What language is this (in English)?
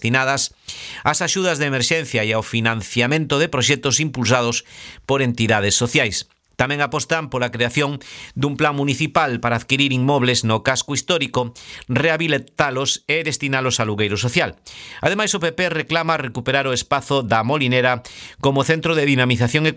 Galician